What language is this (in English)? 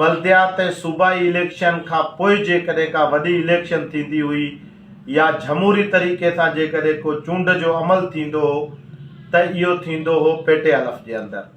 Sindhi